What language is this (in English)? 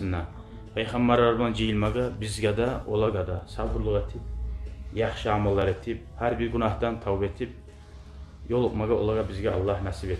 Kumyk